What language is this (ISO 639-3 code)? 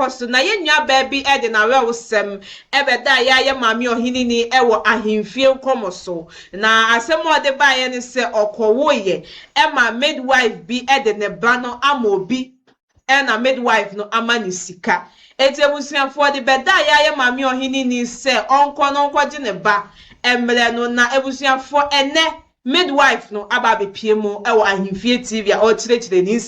aka